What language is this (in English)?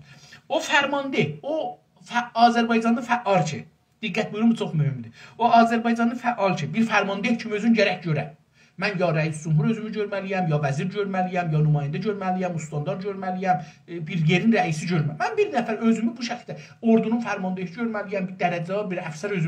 South Azerbaijani